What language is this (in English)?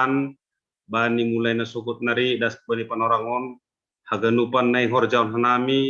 Batak Simalungun